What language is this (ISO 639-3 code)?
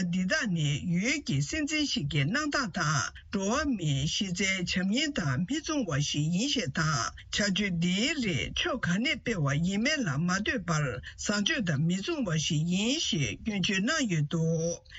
bod